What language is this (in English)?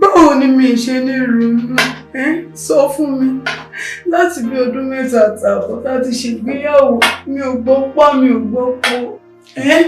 Yoruba